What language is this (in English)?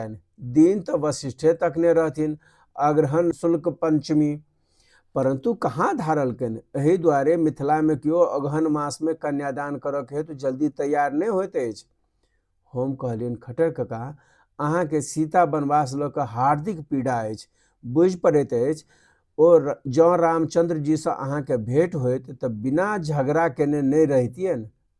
Maithili